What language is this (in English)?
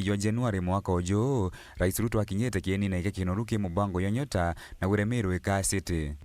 Meru